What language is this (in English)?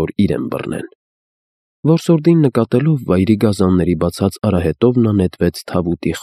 Armenian